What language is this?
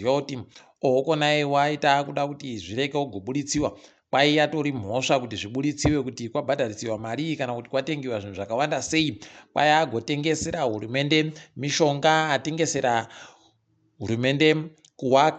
Ndau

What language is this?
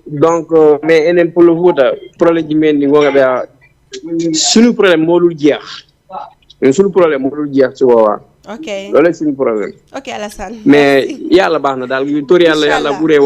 Fula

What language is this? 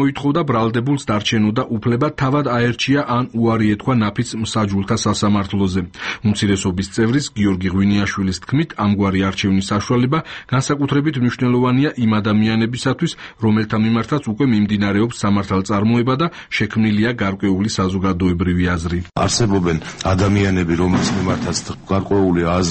Georgian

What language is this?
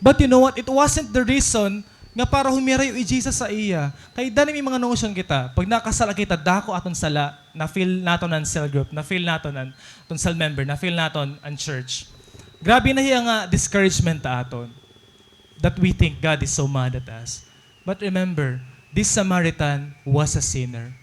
Waray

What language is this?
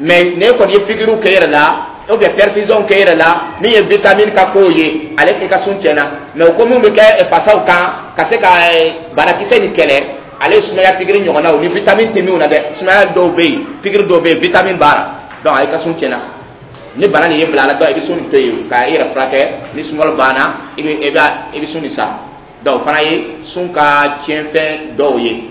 Dyula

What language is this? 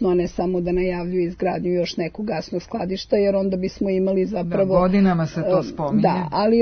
Serbian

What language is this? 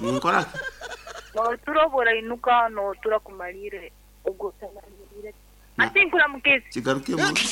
Nyankole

